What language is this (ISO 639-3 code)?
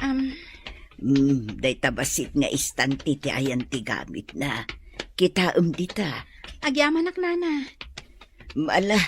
ilo